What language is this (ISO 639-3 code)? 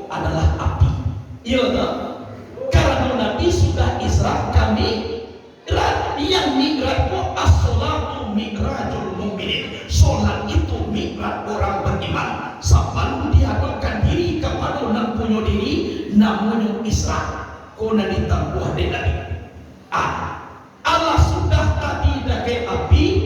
min